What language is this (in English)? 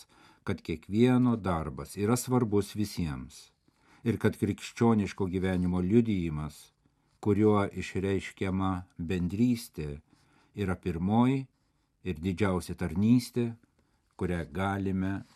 Lithuanian